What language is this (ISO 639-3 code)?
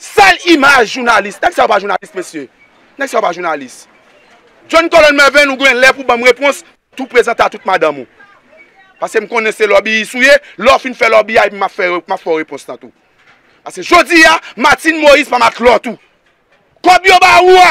hat